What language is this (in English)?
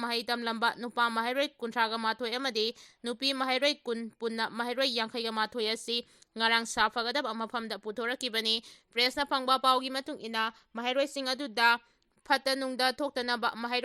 Manipuri